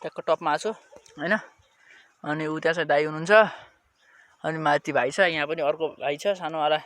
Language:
Nepali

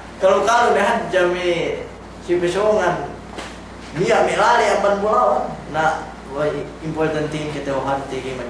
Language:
Yakan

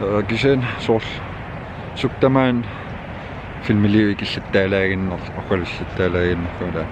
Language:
Kalaallisut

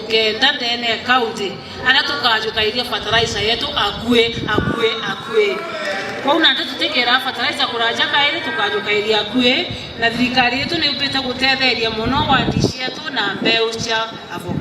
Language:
Meru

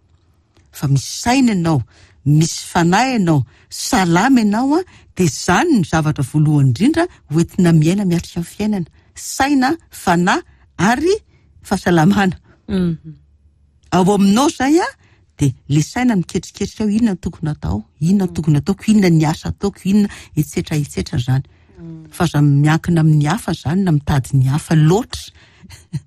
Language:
Malagasy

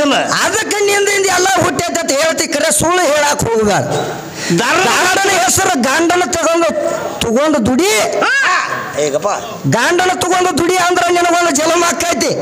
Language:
Kannada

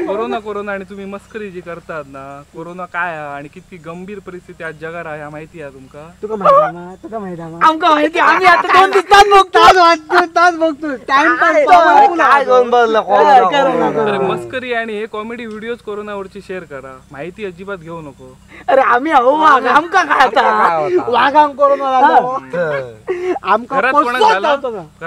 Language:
Konkani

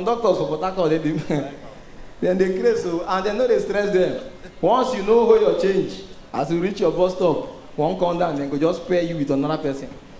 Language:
Nigerian Pidgin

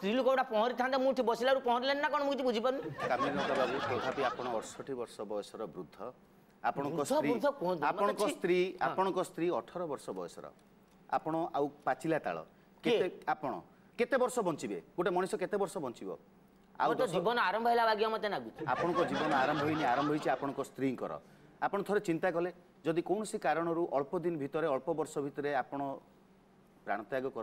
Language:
Odia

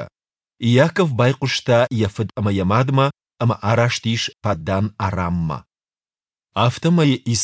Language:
Ossetic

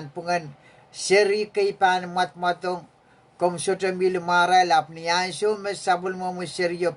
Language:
Pohnpeian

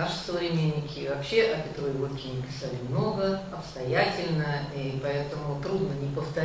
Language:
Russian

